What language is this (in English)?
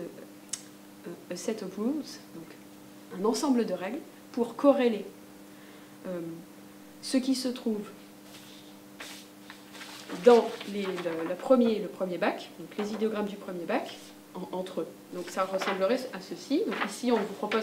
French